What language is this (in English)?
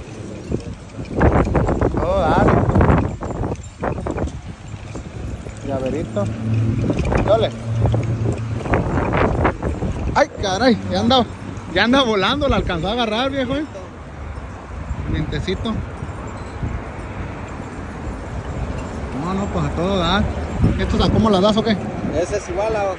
Spanish